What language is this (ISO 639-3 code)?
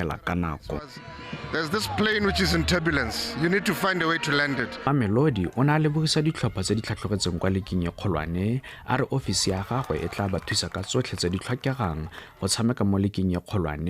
tsn